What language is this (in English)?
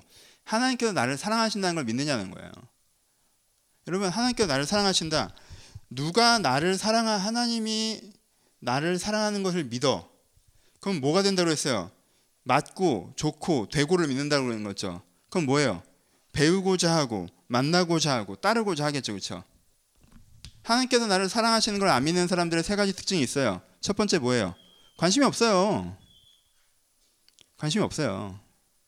Korean